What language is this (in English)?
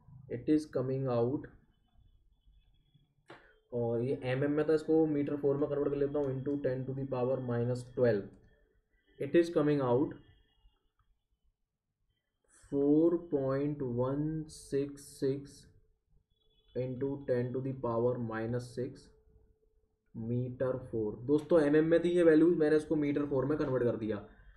Hindi